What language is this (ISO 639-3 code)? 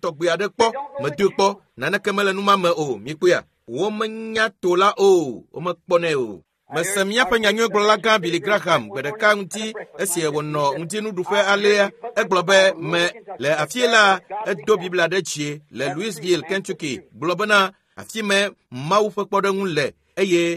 ewe